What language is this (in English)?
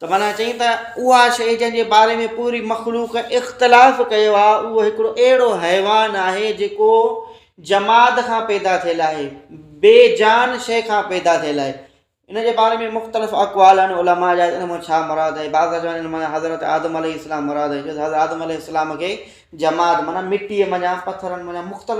Sindhi